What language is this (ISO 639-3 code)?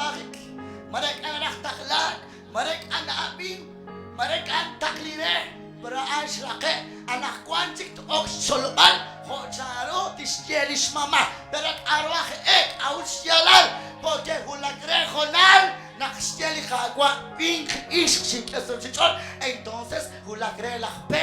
kek